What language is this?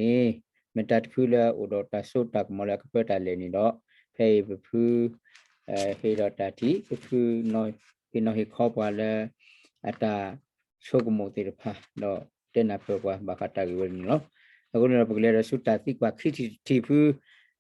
S'gaw Karen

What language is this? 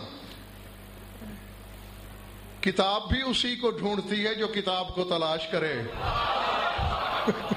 Urdu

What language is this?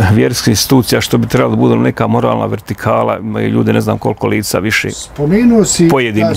Bosnian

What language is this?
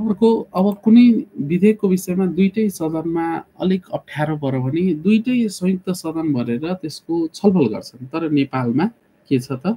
Nepali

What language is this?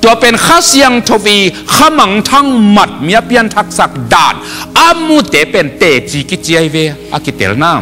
Tedim Chin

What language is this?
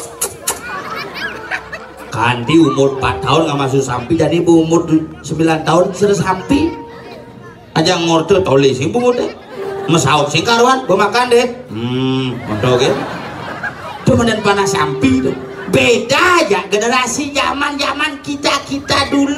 Indonesian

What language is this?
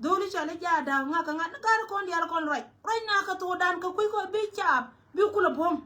Nuer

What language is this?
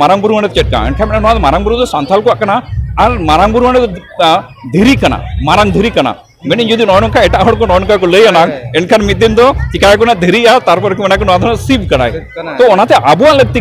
Santali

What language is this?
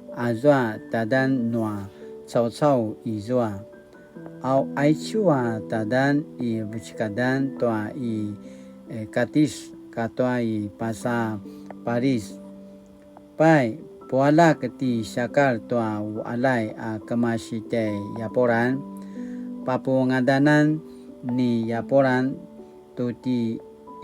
Paiwan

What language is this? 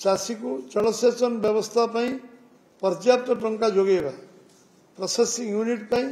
Odia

